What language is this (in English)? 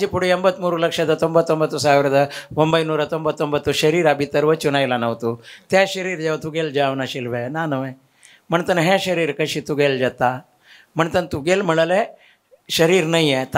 Konkani